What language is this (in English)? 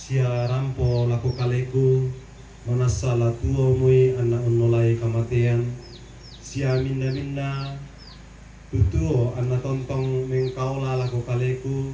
Toraja-Sa'dan